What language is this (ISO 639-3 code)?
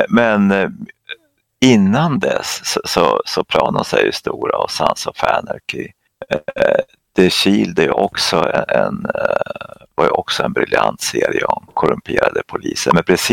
swe